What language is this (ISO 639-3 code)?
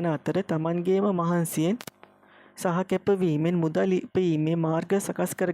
sin